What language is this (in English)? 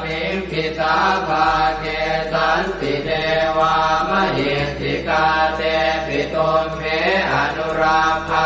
Pali